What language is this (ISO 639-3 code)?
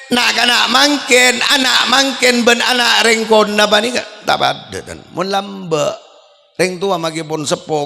mad